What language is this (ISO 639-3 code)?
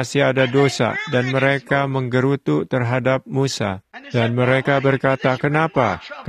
ind